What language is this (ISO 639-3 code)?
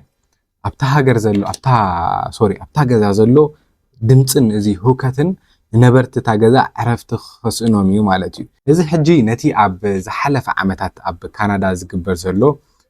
tir